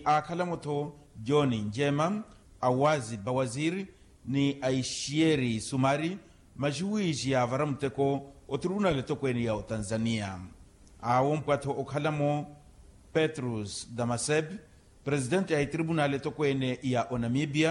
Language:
Makhuwa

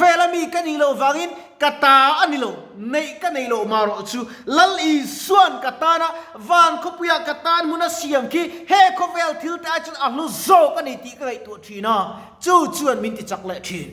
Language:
Mizo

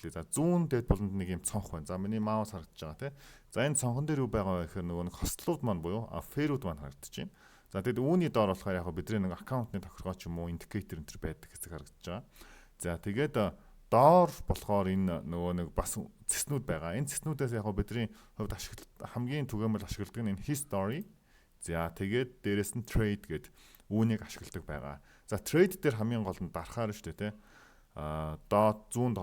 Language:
Mongolian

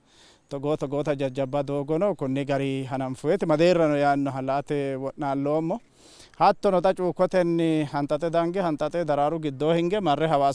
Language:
Sidamo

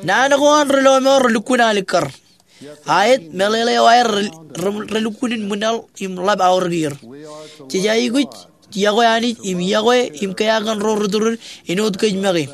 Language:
Marshallese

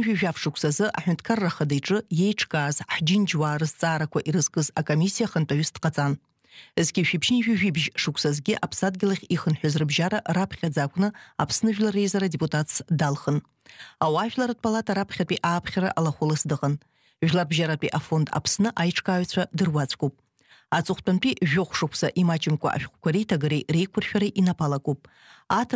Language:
Abkhazian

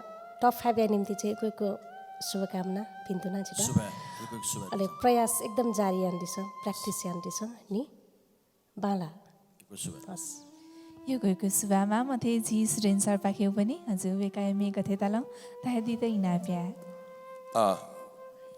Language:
Newari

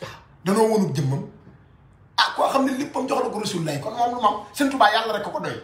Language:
Wolof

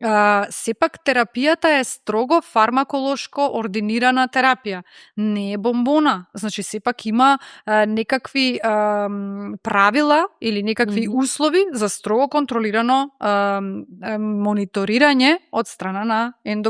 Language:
Macedonian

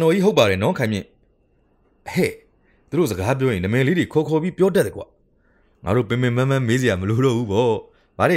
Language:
Burmese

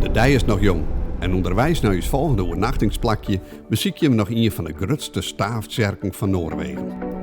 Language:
Western Frisian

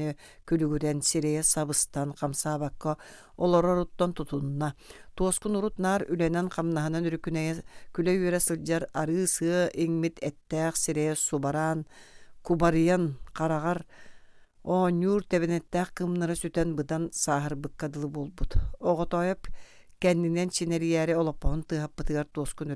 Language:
Yakut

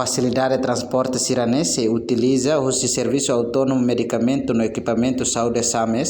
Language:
Tetum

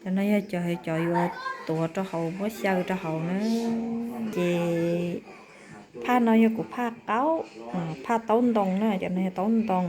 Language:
Hmong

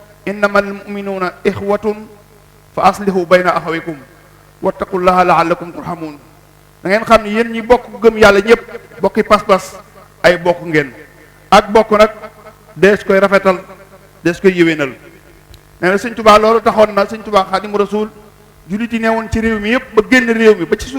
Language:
Wolof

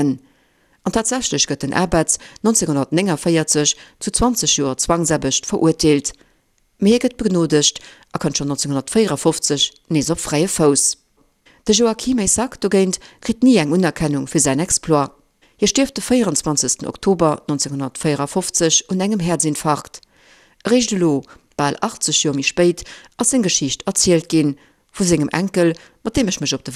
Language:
Luxembourgish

